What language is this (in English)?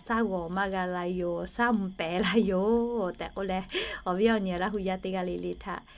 Lahu